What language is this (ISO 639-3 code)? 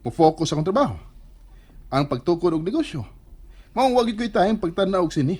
ceb